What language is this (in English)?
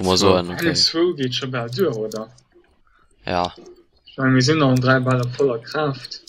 Luxembourgish